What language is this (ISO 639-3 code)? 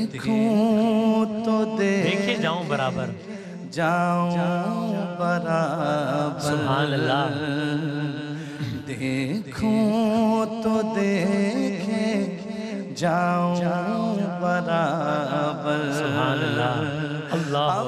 urd